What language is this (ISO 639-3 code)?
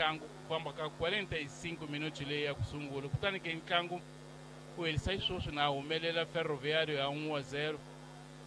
tso